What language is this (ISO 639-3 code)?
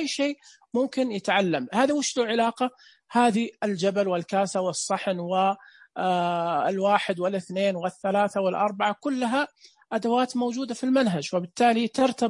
ars